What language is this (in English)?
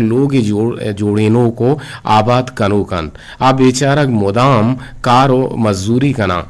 Eastern Balochi